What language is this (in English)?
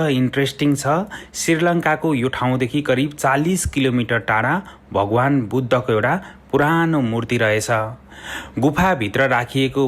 Nepali